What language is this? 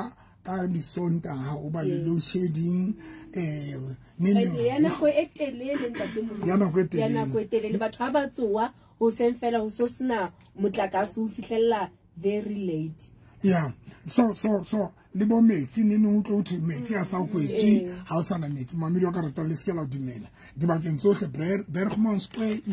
Southern Sotho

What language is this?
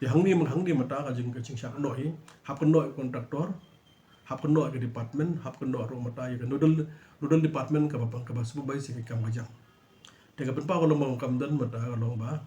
Khasi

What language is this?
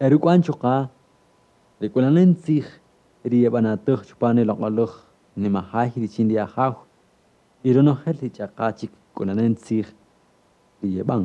Kaqchikel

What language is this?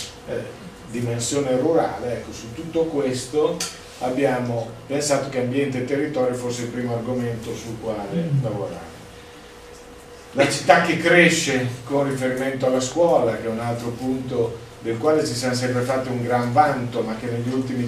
Italian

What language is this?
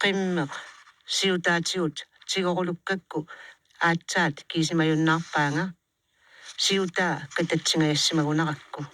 Kalaallisut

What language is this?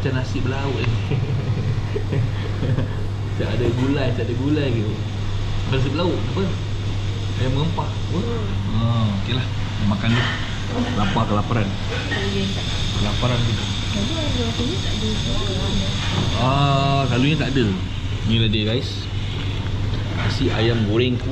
Malay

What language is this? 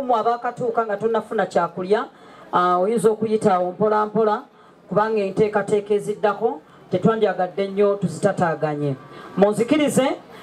Ganda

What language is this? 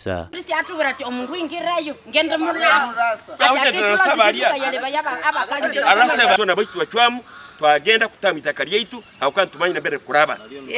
Nyankole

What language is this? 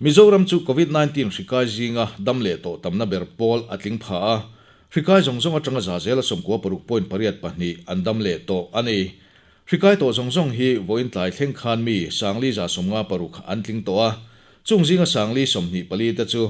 Mizo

